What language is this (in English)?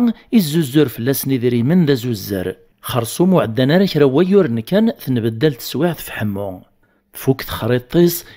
Kabyle